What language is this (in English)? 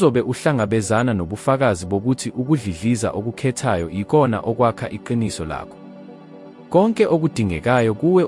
Zulu